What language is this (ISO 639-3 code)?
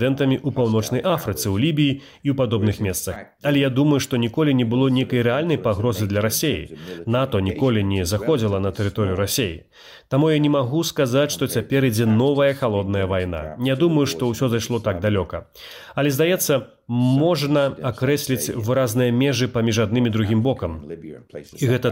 bel